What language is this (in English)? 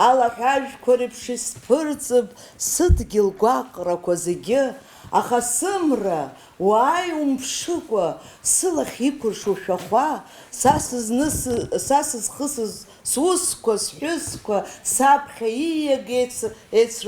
Abkhazian